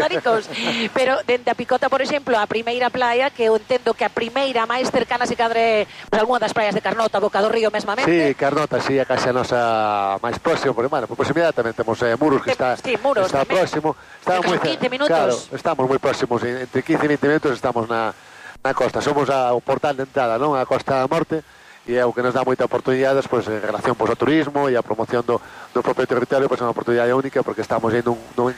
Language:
Galician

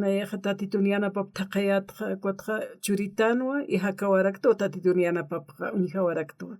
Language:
Aymara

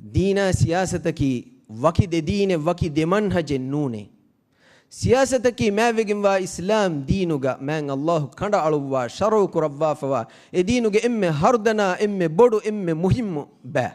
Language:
Divehi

